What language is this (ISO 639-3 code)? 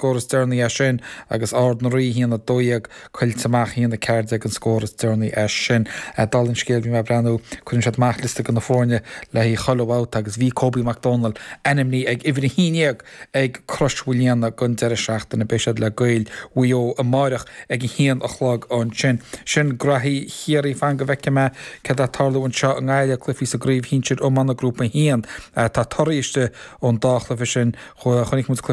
gle